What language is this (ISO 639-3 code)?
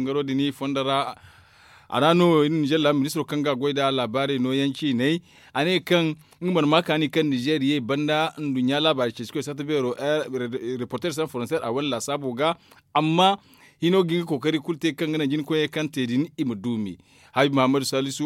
dje